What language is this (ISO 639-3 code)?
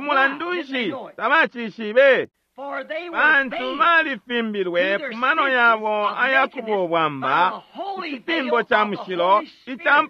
bem